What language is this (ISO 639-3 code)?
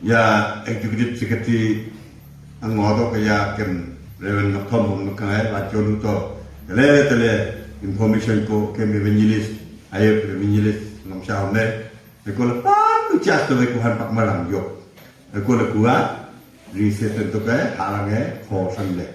nnp